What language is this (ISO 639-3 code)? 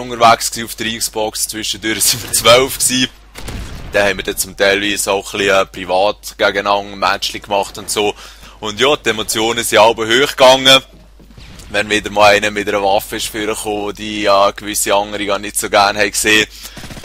gsw